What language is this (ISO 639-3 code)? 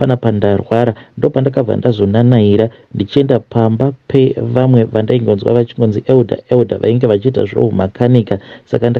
sna